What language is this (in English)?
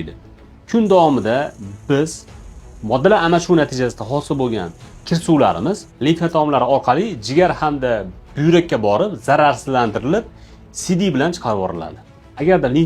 Uzbek